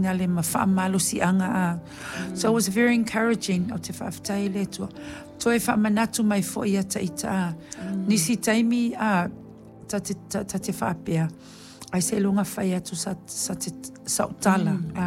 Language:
Samoan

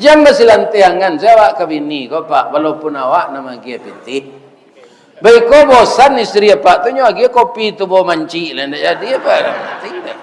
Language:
Minangkabau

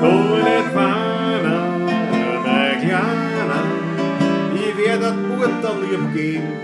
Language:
Bavarian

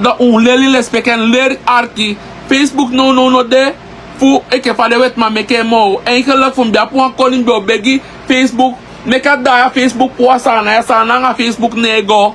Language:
Sranan Tongo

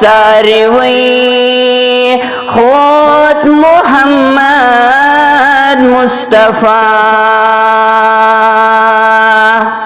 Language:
Kashmiri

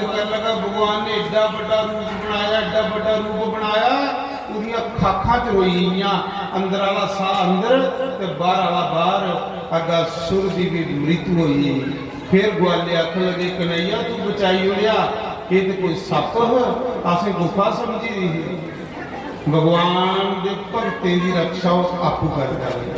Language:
Dogri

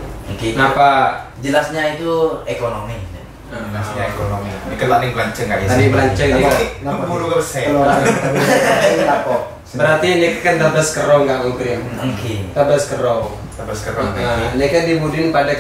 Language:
Madurese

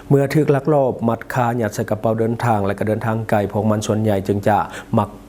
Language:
Lao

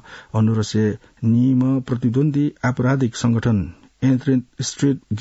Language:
Newari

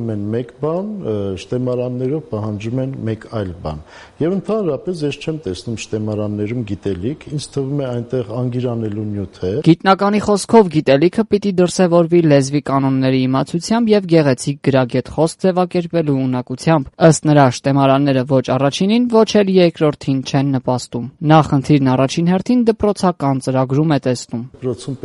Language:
Armenian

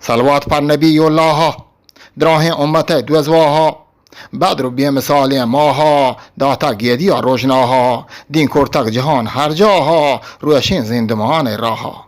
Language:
Eastern Balochi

